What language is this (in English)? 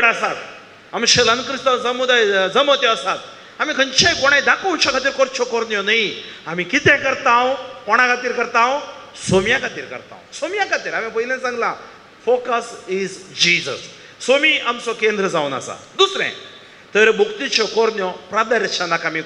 Konkani